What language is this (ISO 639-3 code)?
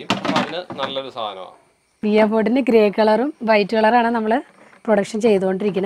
mal